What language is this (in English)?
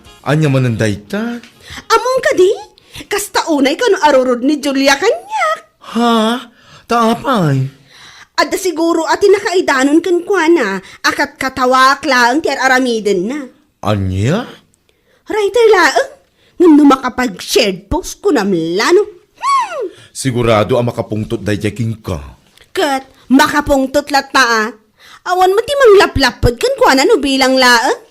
Iloko